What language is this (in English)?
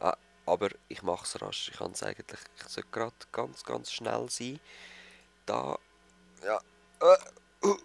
Swiss German